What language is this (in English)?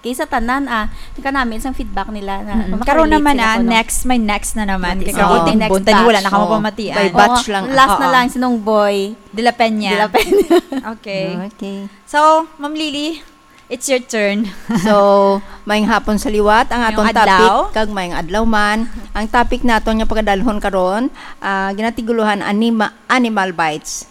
Hiligaynon